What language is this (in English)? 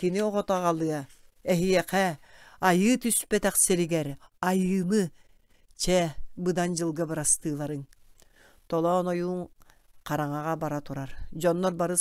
Yakut